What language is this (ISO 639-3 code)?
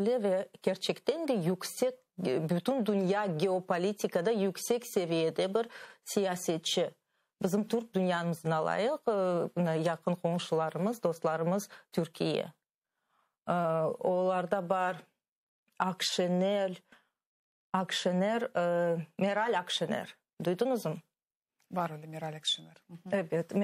crh